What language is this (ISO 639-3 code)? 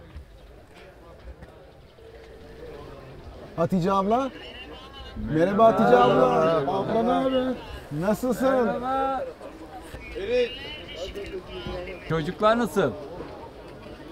tur